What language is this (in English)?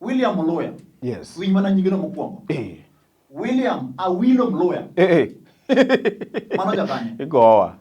Luo (Kenya and Tanzania)